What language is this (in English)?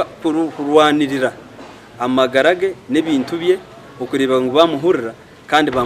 Nyankole